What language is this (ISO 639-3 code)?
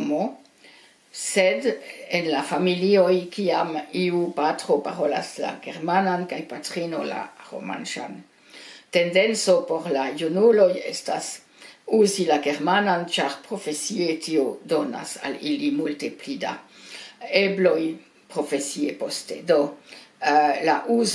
epo